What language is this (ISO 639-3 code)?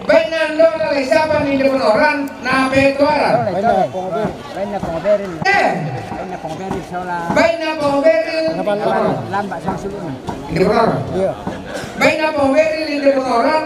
sda